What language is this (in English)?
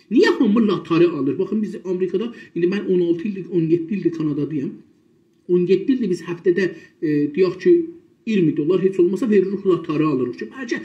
South Azerbaijani